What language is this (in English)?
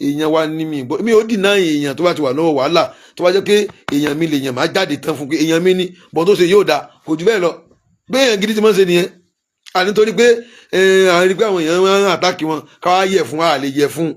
Yoruba